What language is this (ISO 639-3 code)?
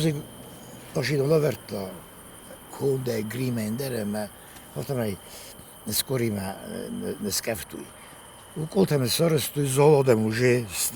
oss